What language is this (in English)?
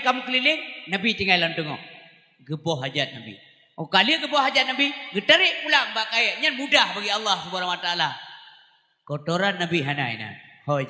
Achinese